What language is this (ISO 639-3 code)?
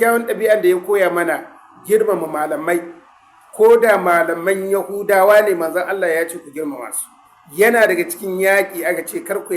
hau